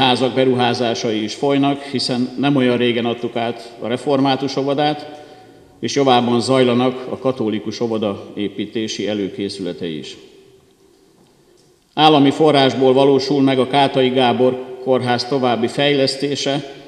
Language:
Hungarian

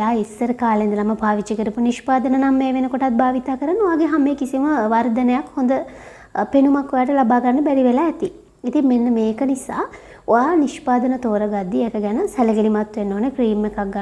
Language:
Sinhala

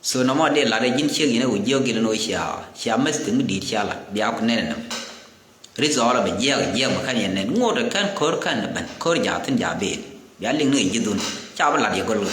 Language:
Nuer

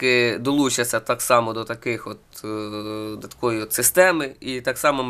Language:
Ukrainian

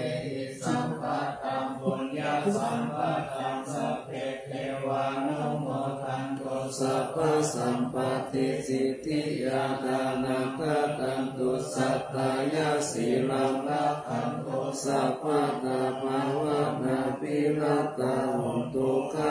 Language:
Pali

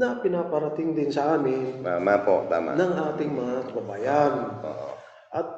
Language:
Pangasinan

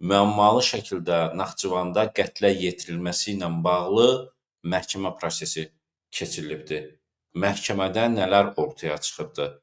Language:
Azerbaijani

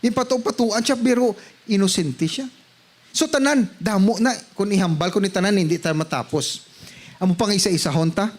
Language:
Hiligaynon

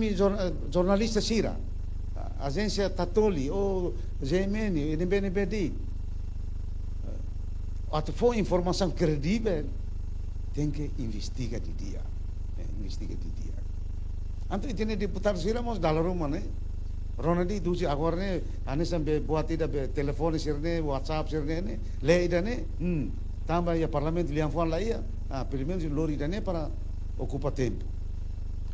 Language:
Tetum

